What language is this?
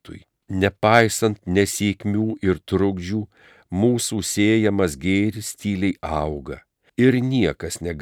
Lithuanian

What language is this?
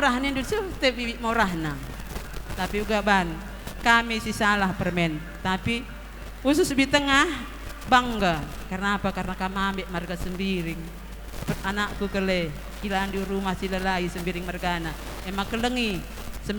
Batak Karo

